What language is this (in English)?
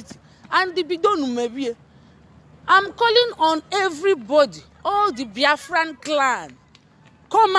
Igbo